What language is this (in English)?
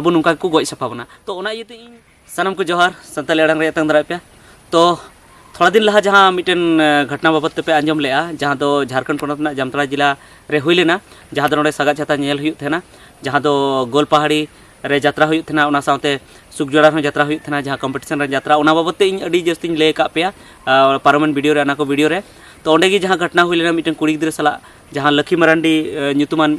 Santali